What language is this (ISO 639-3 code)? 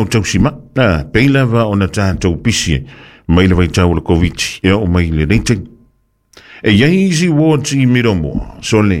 smo